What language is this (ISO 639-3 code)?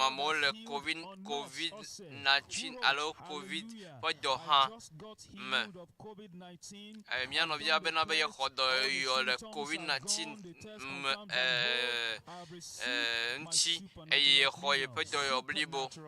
ewe